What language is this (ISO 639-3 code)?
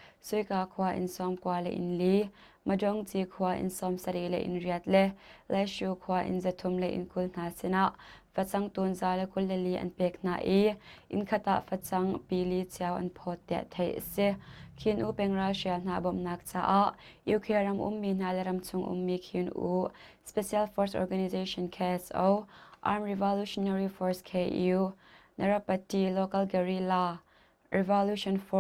cnh